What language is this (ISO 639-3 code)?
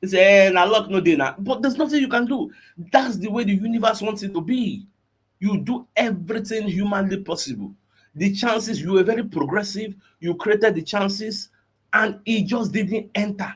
pcm